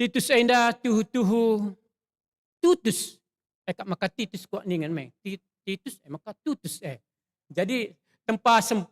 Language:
Batak Karo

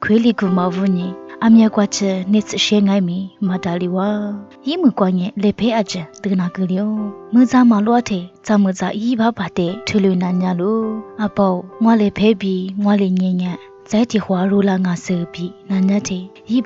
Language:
Lisu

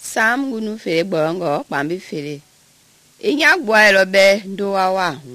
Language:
Mende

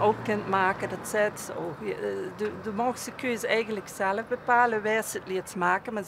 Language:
Limburgish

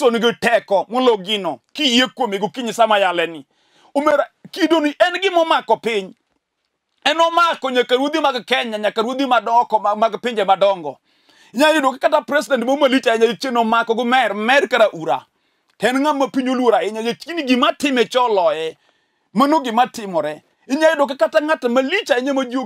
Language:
Luo (Kenya and Tanzania)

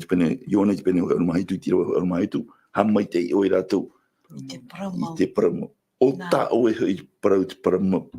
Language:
Tahitian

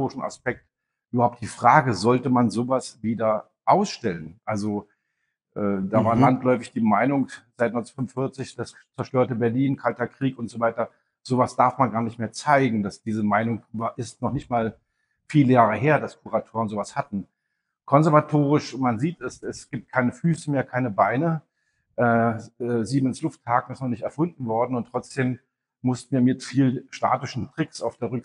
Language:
German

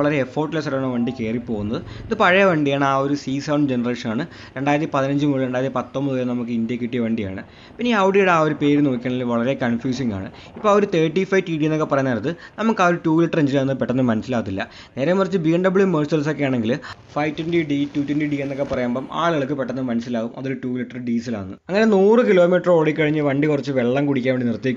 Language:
Malayalam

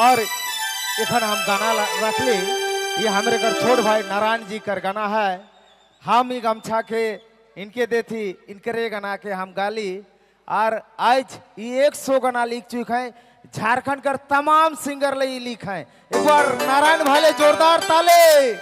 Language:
Sadri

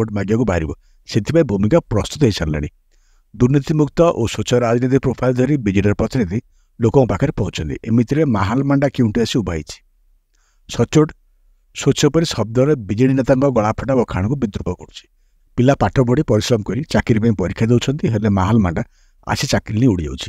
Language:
Odia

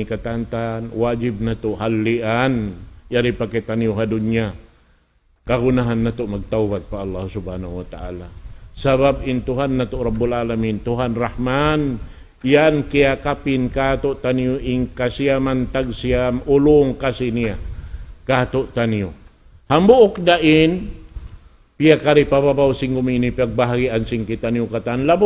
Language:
Tausug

